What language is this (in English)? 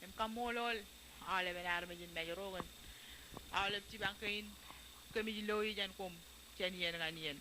Marshallese